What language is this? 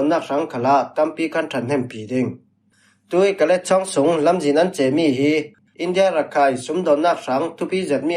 Falam Chin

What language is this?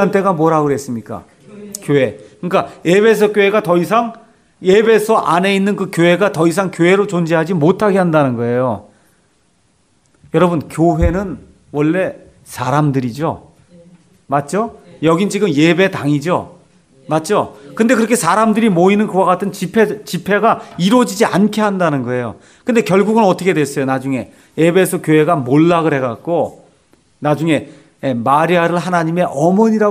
Korean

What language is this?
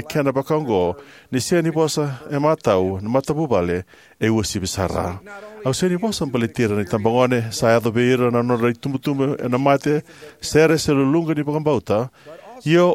Fijian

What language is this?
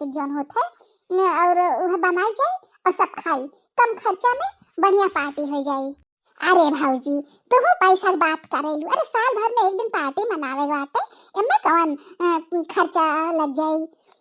Bhojpuri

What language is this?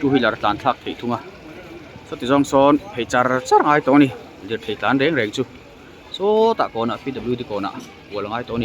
Mizo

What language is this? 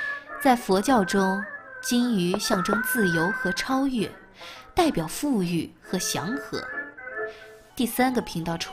Chinese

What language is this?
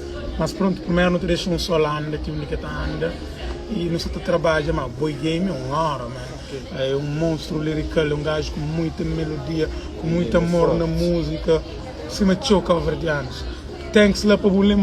Kabuverdianu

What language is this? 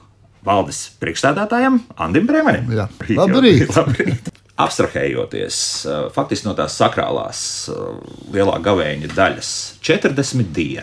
Latvian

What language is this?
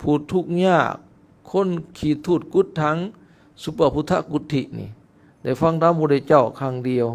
Lao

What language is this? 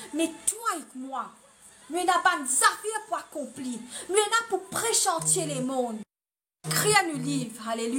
Morisyen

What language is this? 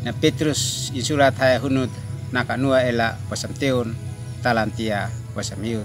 Uab Meto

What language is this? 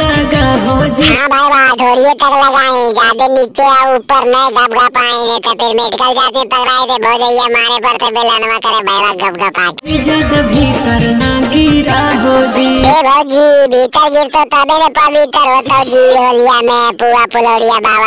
Magahi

